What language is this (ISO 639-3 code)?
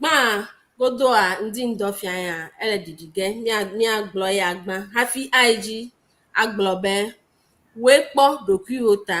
ewe